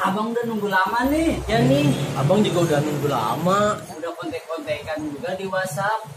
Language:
Betawi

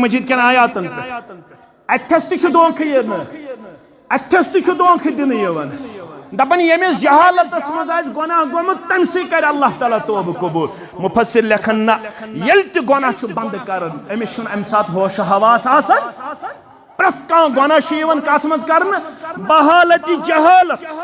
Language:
Kashmiri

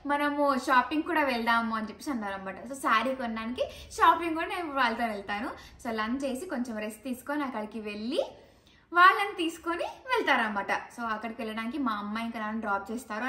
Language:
Telugu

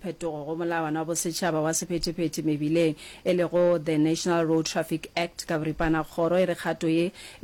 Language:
Northern Sotho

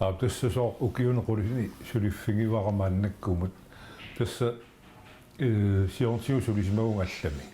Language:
Kalaallisut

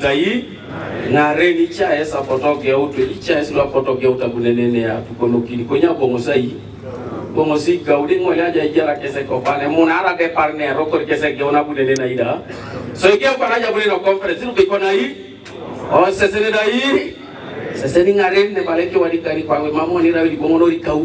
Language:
Teso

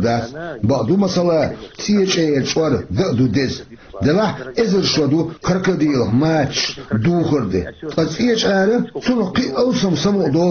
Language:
Chechen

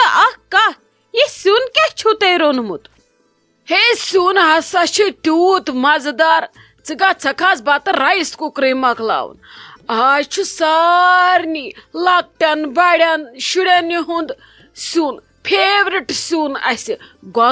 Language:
Kashmiri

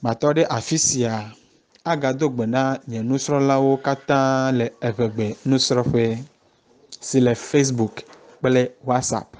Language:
Ewe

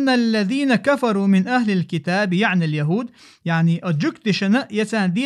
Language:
Chechen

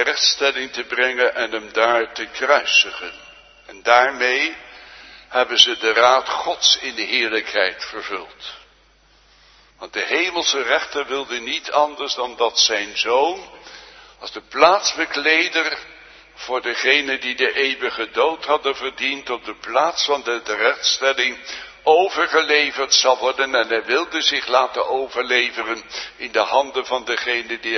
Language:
Dutch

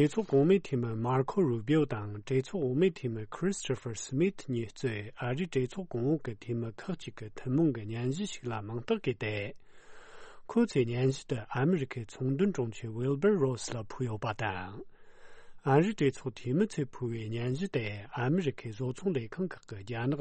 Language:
Tibetan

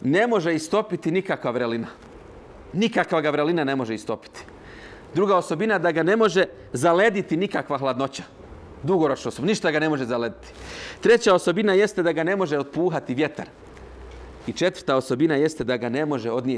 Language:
Bosnian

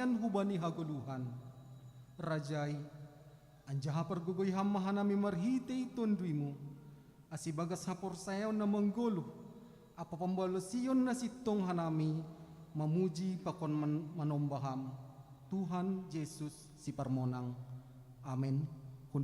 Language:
Batak Simalungun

